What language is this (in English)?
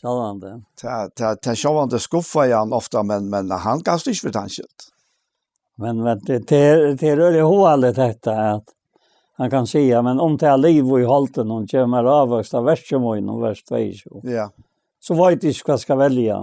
Faroese